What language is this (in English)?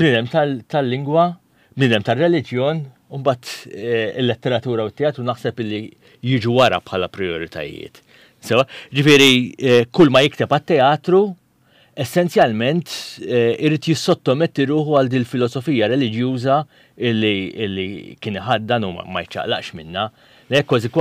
Maltese